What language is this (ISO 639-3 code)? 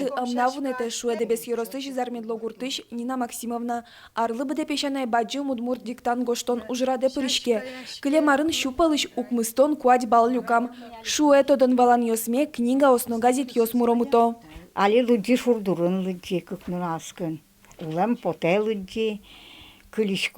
udm